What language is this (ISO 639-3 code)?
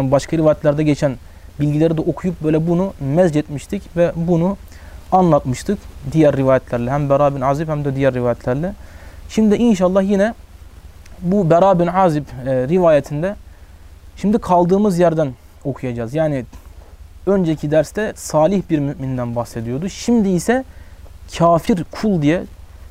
tur